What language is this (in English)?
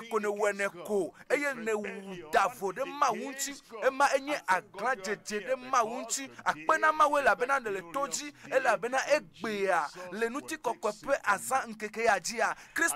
Ewe